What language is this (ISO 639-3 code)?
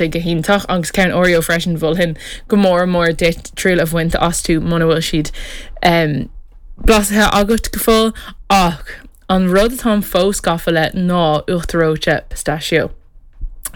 gle